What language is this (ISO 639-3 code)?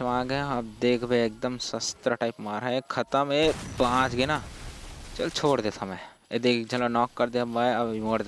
hne